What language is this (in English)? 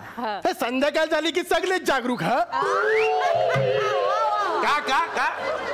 Marathi